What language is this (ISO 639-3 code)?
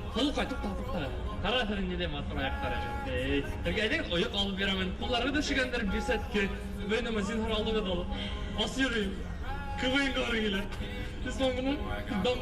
bak